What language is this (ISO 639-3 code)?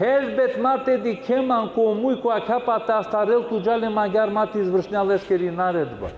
rmn